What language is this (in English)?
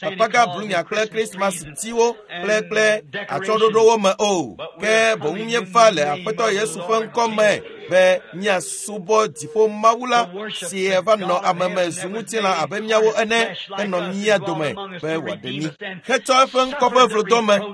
Ewe